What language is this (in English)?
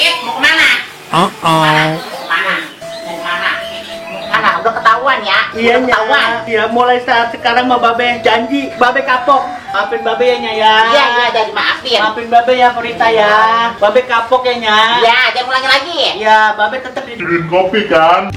Betawi